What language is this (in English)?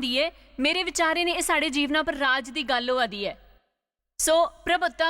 Dogri